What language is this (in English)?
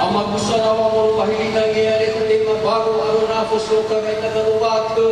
Nias